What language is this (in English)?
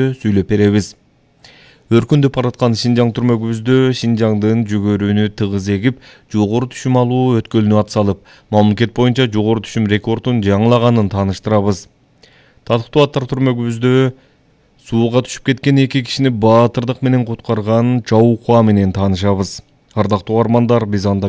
Kyrgyz